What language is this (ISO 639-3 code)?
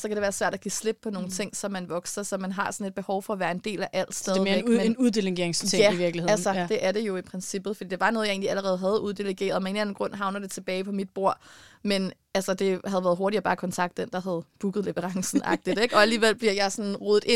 dan